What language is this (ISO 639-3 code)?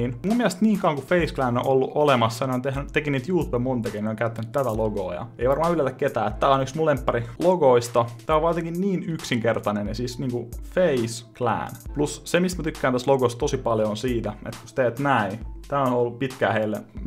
fin